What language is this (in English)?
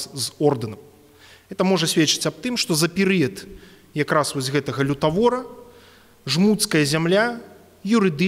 Belarusian